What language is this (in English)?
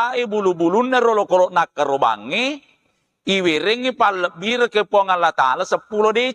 Buginese